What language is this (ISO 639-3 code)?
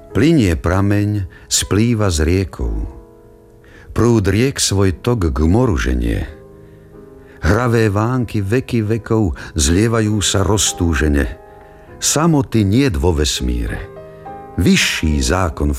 slk